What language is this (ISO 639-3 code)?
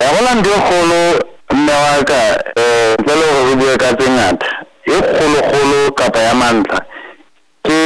sot